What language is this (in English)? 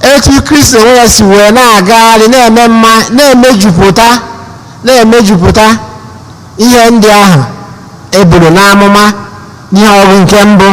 Igbo